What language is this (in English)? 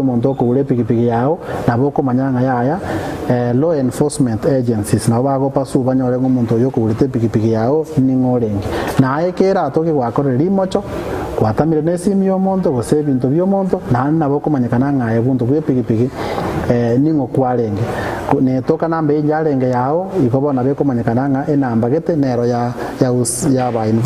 Gusii